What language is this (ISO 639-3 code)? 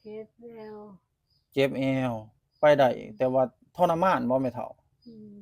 lao